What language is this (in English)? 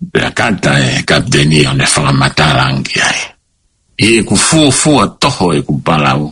Tongan